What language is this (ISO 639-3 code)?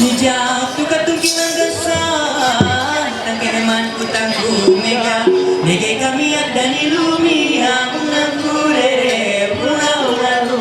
mhy